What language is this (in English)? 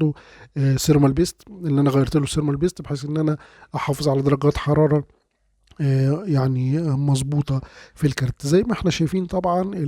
Egyptian Arabic